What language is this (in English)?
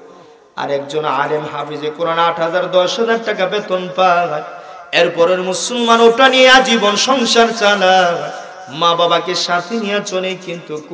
Bangla